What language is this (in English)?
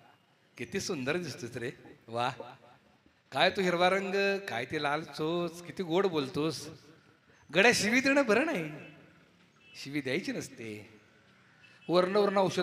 Marathi